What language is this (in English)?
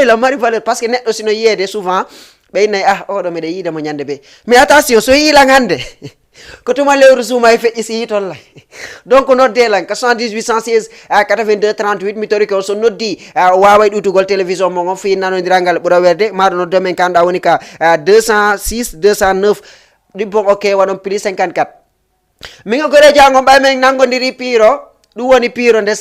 Fula